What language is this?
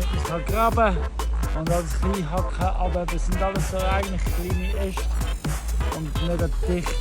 Swiss German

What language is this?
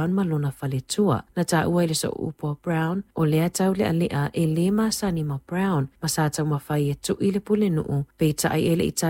Samoan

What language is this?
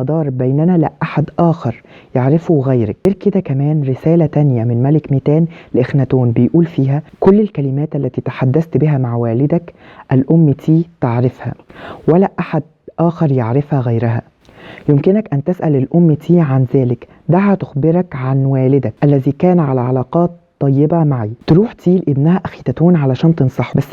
Egyptian Arabic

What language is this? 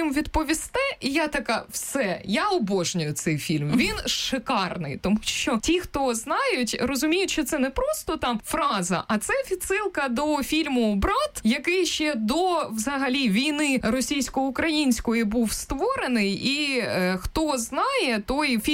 Ukrainian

